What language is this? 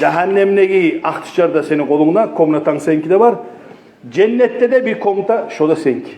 Kumyk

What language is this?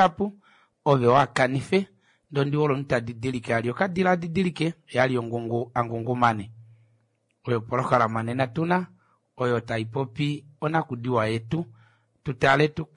Kuanyama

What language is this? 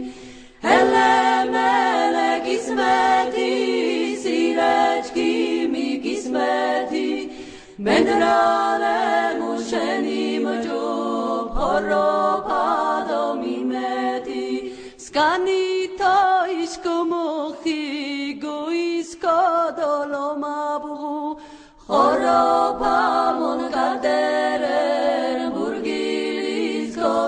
Laz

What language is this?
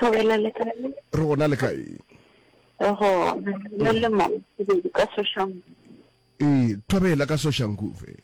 Northern Sotho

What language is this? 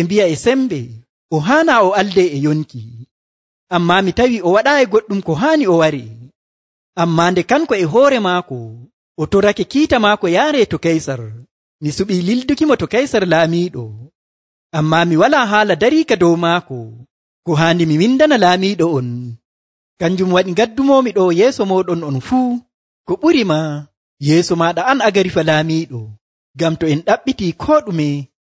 Nigerian Fulfulde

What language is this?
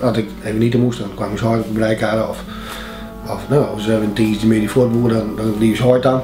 Western Frisian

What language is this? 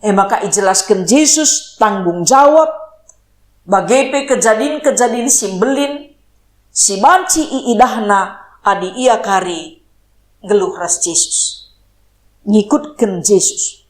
Batak Karo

